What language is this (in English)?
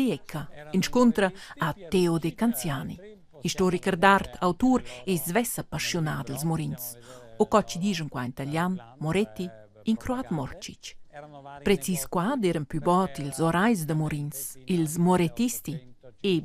Romansh